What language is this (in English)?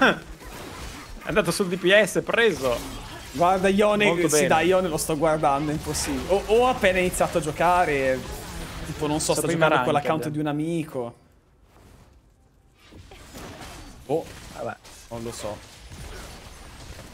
Italian